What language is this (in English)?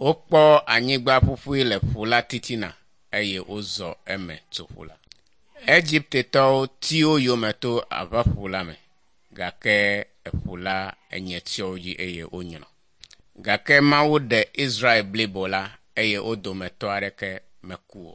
Ewe